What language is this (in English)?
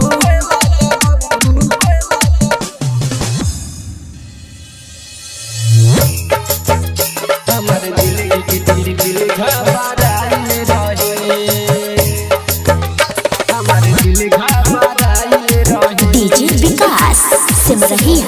Bhojpuri